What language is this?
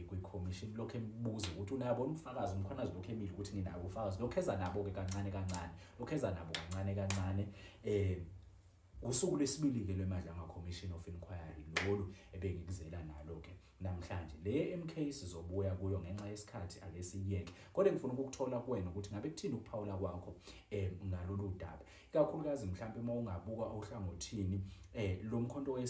Zulu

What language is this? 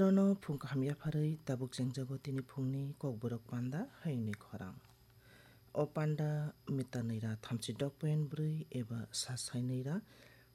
Kok Borok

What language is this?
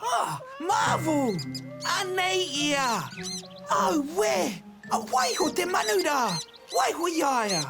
Māori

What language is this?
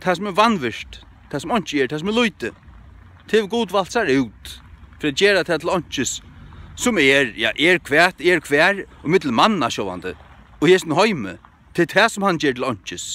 Faroese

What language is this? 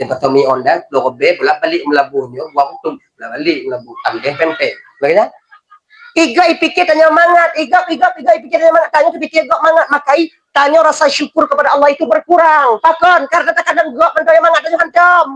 Achinese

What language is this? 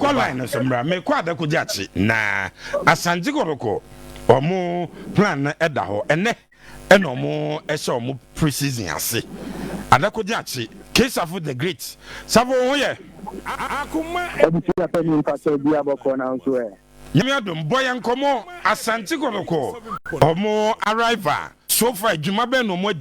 Akan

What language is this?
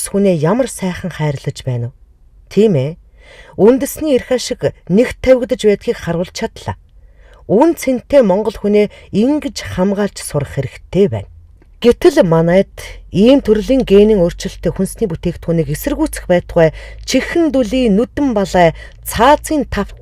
Mongolian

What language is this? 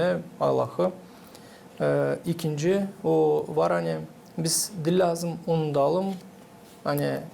Gagauz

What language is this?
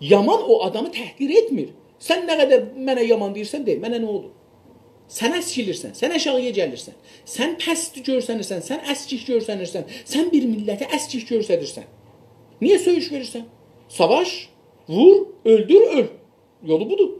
South Azerbaijani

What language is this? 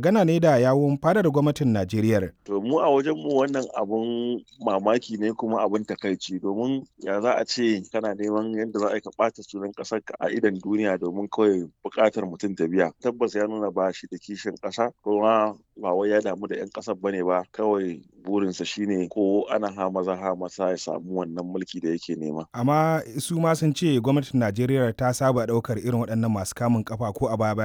Hausa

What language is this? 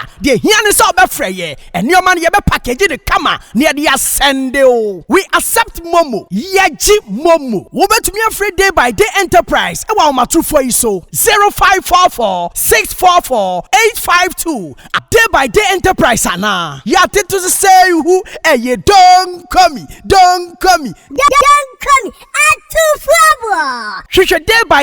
Akan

